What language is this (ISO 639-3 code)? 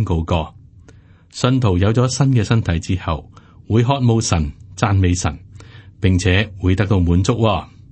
yue